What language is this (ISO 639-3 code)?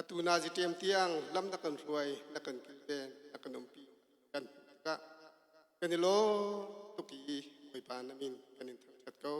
cnh